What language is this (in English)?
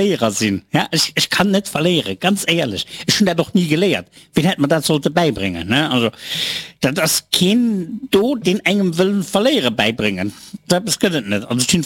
Luxembourgish